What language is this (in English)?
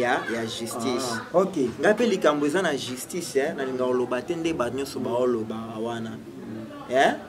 Lingala